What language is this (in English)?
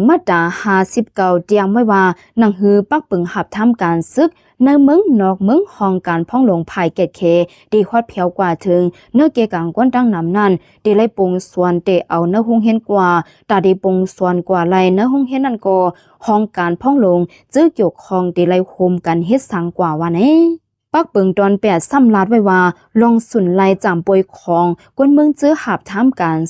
Lao